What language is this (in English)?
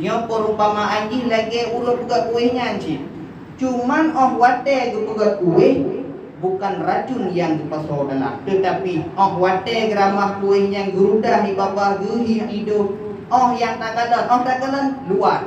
Achinese